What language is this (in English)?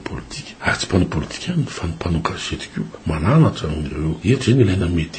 Malagasy